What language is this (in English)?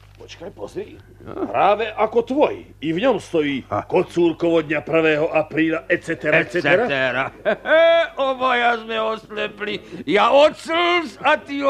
Slovak